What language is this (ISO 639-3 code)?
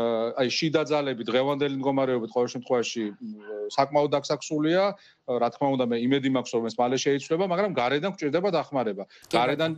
kat